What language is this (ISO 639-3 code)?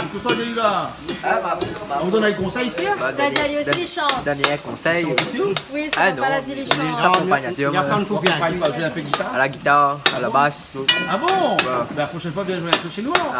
rcf